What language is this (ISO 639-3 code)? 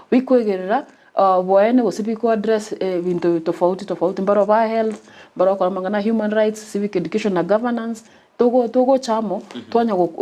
guz